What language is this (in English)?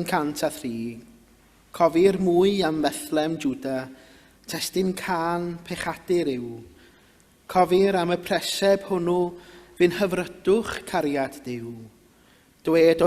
Welsh